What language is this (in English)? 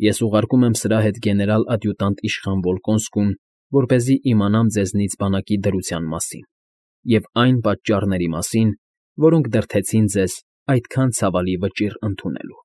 Armenian